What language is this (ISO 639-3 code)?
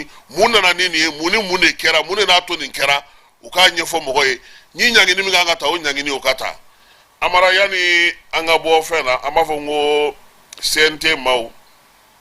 bam